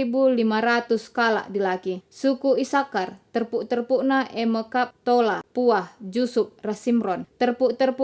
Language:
Batak Karo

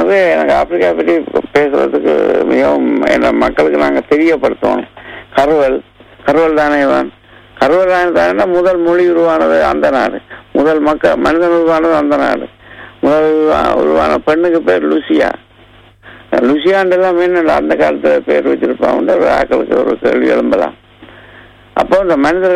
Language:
Tamil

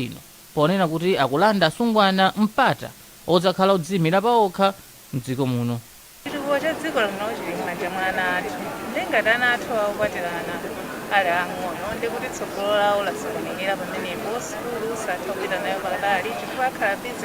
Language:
Nyanja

